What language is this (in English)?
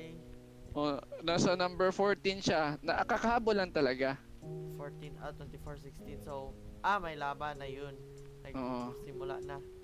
Filipino